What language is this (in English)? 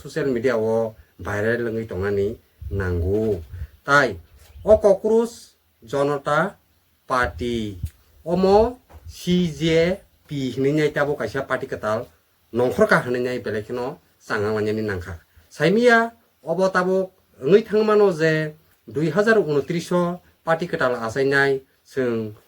Kok Borok